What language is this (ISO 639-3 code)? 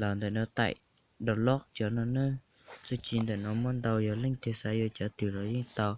hmn